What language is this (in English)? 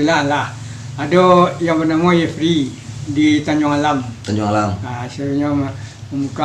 Minangkabau